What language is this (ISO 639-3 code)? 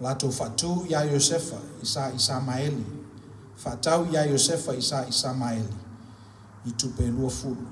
smo